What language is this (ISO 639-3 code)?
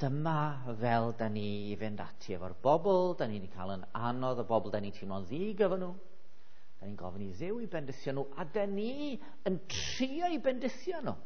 cym